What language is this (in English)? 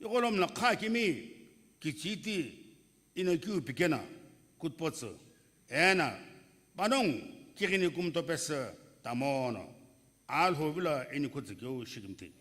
Sumi Naga